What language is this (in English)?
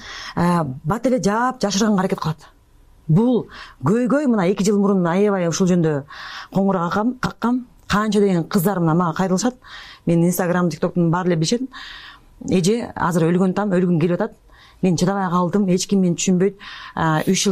Kyrgyz